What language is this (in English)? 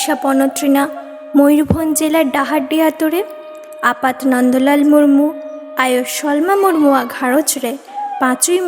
Santali